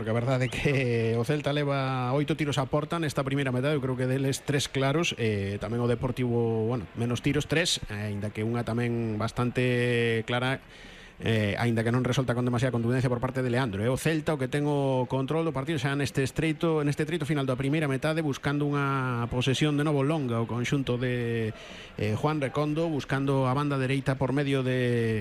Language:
Galician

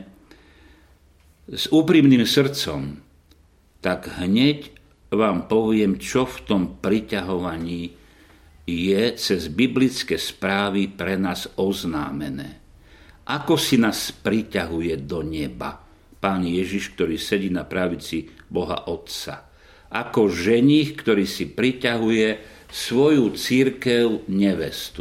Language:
Slovak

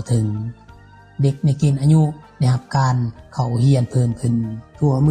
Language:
Lao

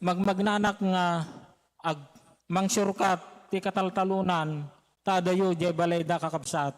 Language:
Iloko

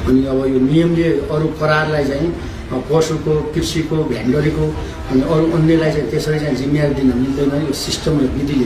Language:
Nepali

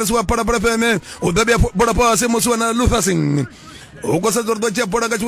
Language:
Venda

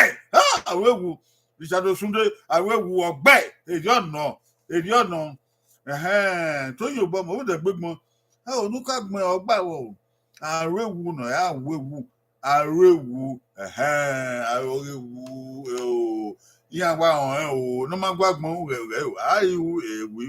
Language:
Bini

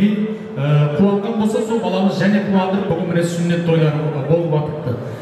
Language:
Kazakh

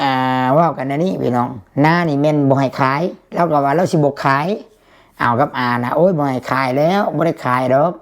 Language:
Lao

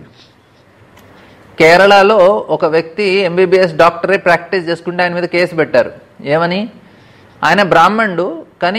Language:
Telugu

